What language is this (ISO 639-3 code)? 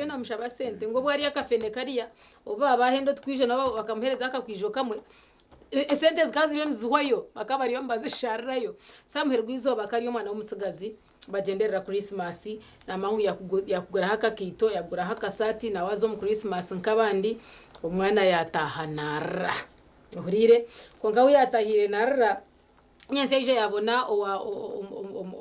nyn